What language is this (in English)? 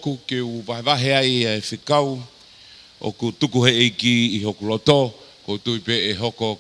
Tongan